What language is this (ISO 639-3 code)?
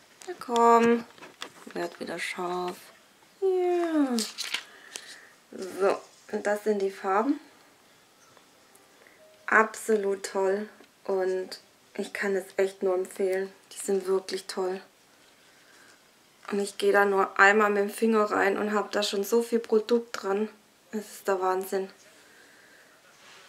deu